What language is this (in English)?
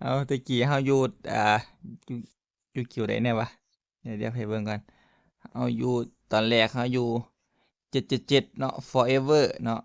Northeastern Thai